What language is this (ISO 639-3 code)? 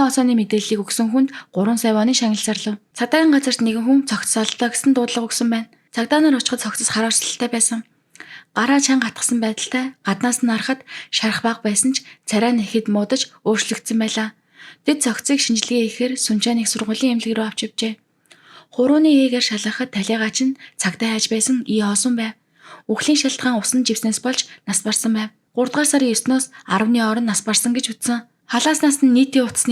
mon